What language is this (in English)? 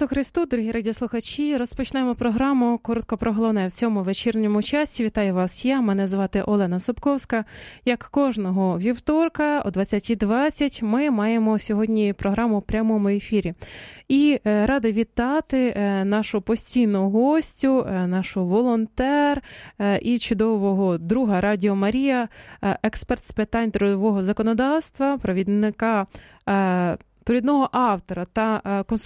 Ukrainian